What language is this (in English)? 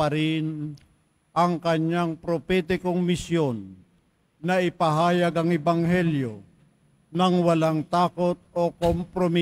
Filipino